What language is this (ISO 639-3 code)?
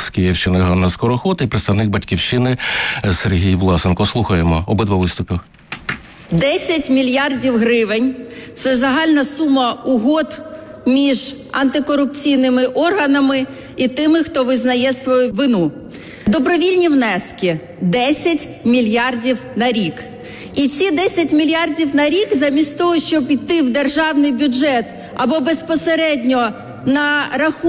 ukr